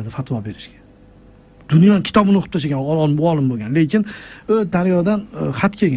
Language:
Uzbek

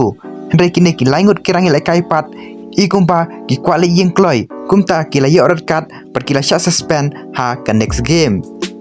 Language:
Khasi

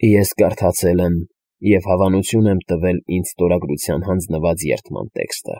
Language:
Armenian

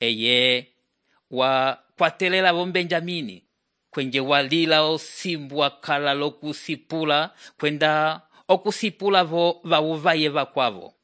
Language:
Umbundu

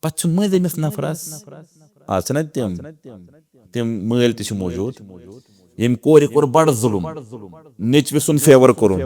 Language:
Kashmiri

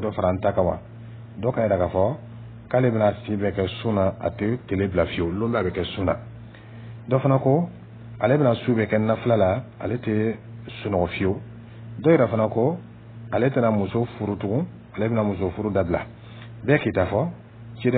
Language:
Dyula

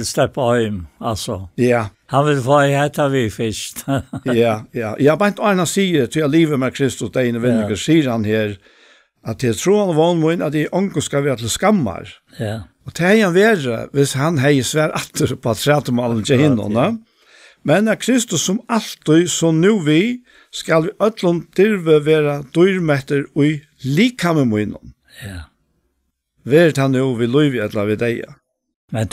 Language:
Faroese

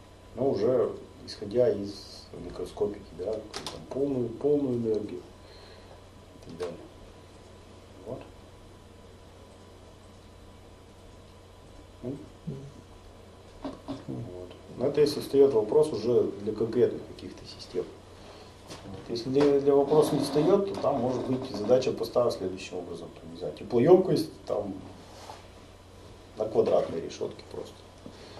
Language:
Russian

